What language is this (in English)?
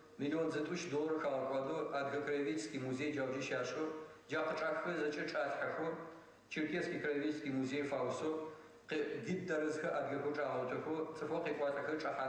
Adyghe